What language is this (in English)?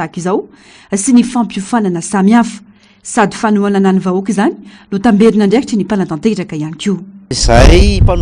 Malagasy